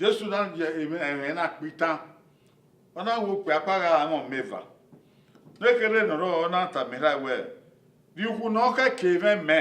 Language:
Bini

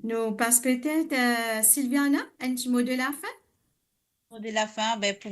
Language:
Morisyen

